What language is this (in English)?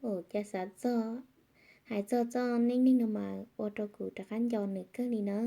Hmong